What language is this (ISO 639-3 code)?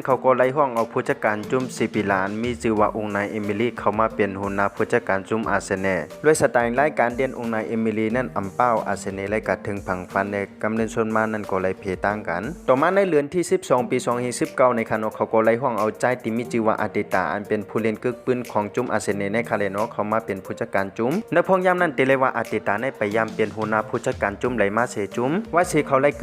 shn